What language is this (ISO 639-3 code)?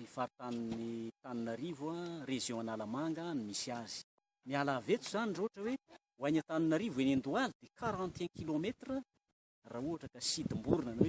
mlg